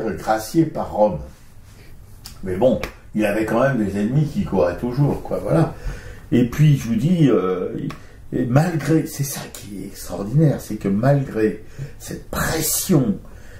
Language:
French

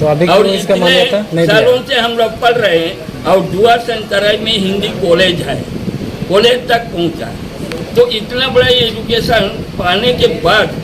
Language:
Sadri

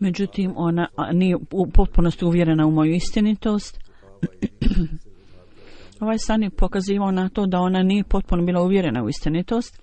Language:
Bosnian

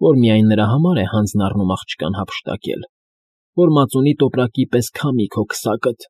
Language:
Armenian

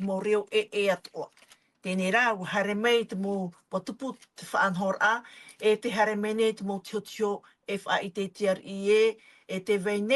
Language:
Tahitian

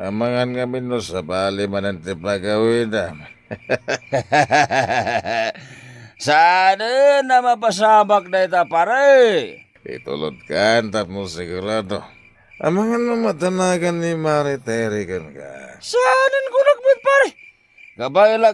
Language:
Iloko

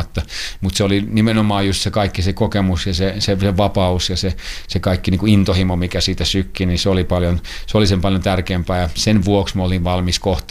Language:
Finnish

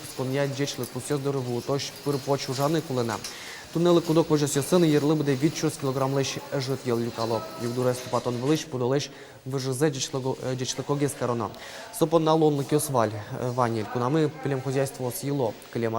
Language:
Udmurt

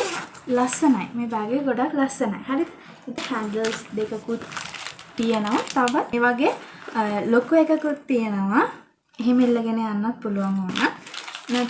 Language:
Sinhala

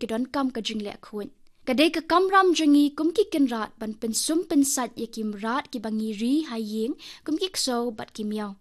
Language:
Khasi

